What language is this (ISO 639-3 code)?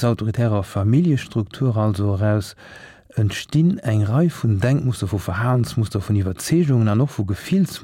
ltz